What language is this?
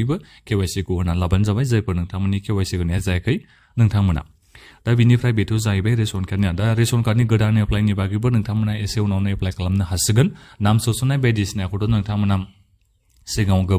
Bodo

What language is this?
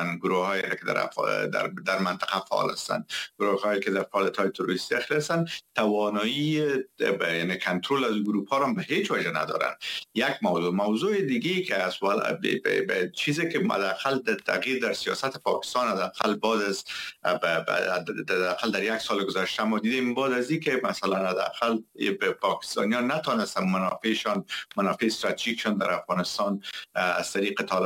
Persian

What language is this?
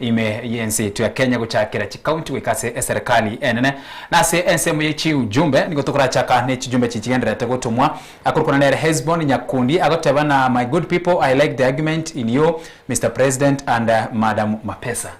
Gusii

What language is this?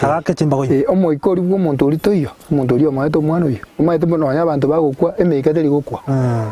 Gusii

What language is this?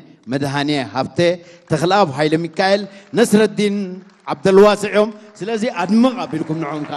Tigrinya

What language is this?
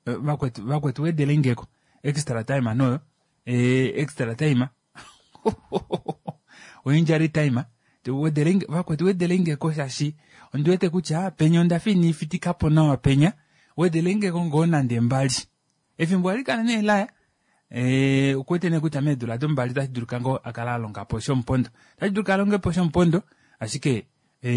Kuanyama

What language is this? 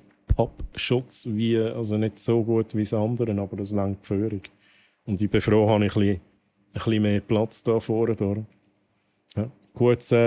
Swiss German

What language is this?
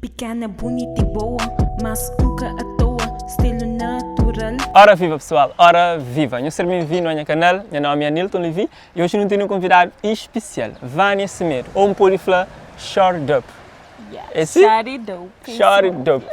Kabuverdianu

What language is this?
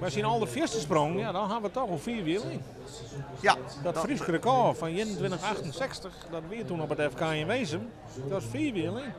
Western Frisian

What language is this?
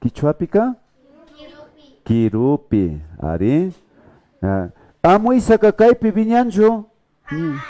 Imbabura Highland Quichua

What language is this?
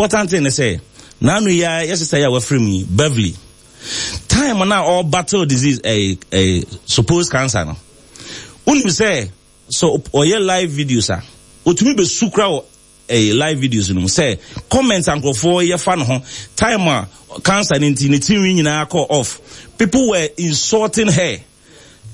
Akan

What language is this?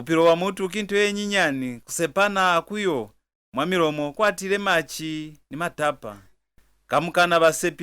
Lozi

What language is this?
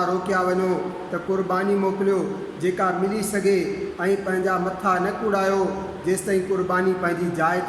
Sindhi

